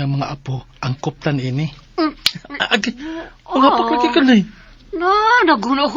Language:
Cebuano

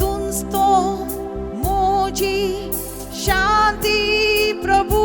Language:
Konkani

